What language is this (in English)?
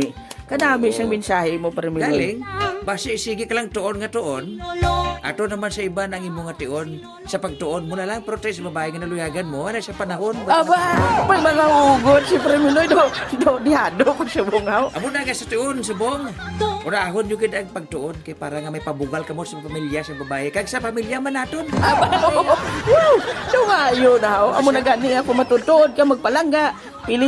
Hiligaynon